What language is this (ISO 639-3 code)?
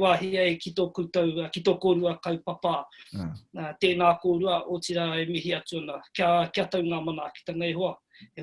mri